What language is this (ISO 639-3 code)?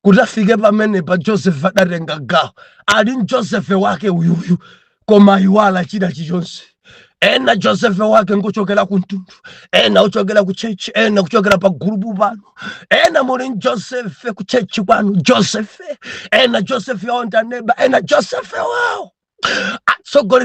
nya